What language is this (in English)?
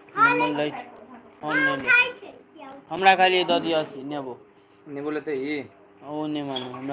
Maithili